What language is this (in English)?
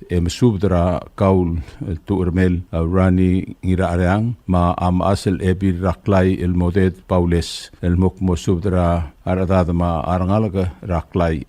Palauan